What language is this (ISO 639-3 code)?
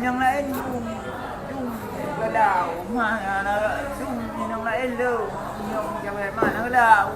ace